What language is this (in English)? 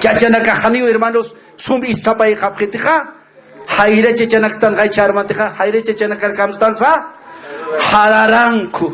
Aymara